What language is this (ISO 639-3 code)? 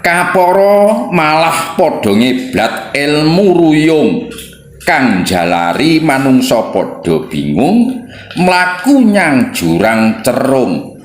jav